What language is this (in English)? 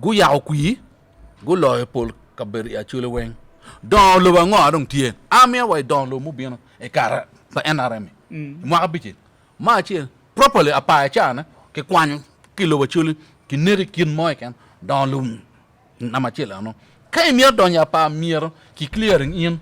Acoli